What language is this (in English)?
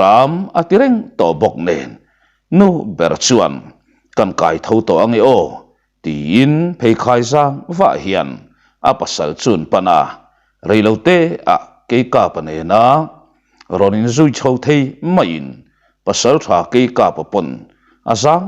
Mizo